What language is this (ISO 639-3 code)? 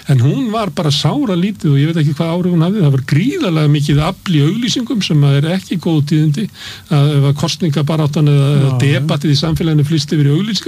isl